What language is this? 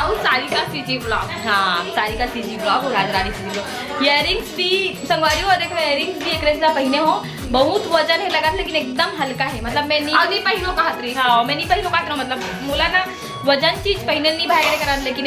Chhattisgarhi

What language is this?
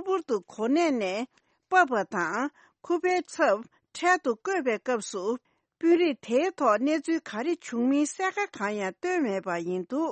Tibetan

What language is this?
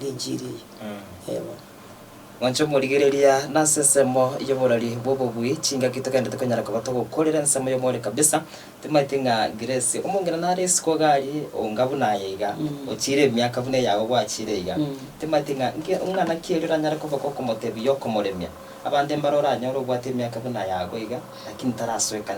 Gusii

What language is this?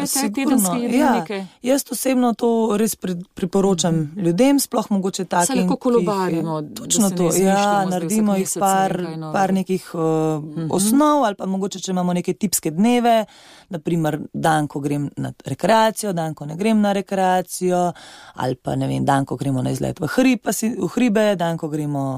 Slovenian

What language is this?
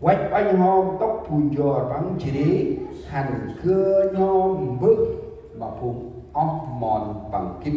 Central Mnong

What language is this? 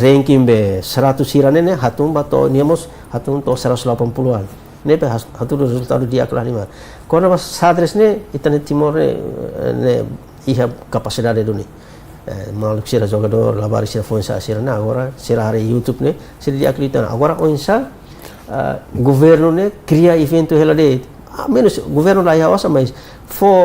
Tetum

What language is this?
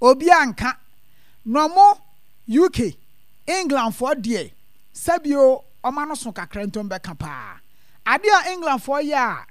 Akan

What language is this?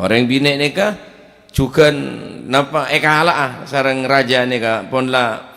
Madurese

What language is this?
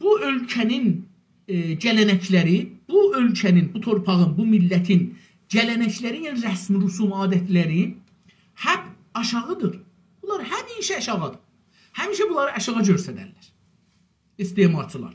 South Azerbaijani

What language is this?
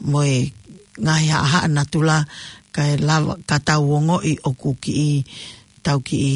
Tongan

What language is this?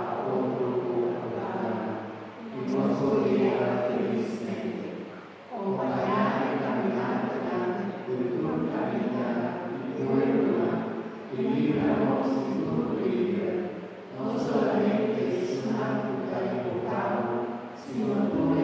Papiamento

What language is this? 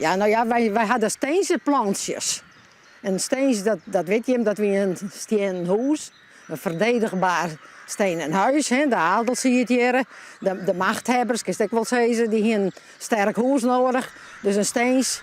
Western Frisian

